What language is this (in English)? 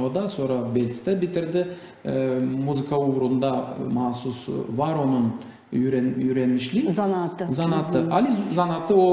Gagauz